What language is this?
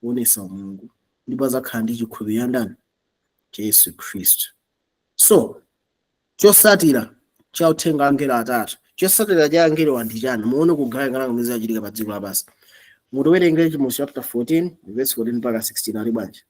Nyanja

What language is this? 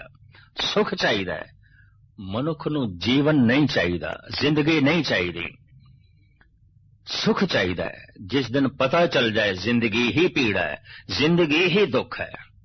Punjabi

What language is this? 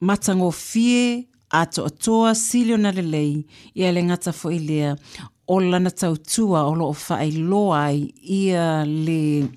Samoan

